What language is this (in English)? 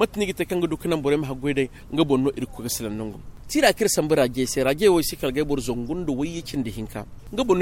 Zarma